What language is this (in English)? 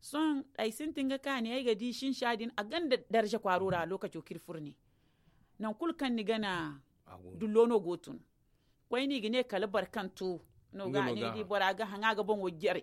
Zarma